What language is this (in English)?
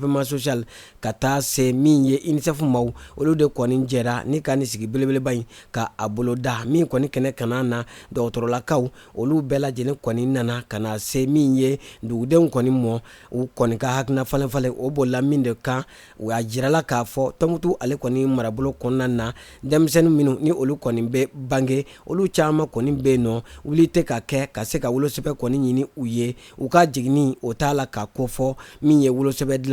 Bambara